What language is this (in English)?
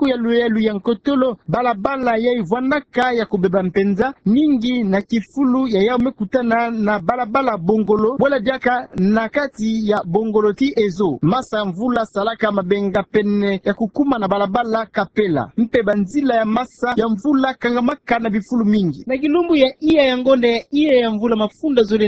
Kituba (Democratic Republic of Congo)